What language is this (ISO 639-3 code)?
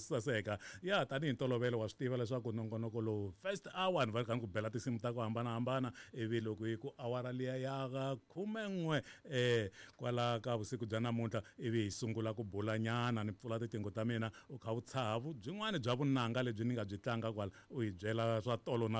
tso